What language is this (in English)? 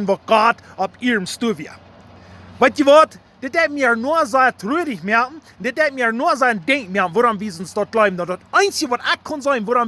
Plautdietsch